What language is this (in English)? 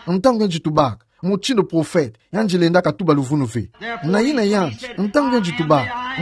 Kituba (Democratic Republic of Congo)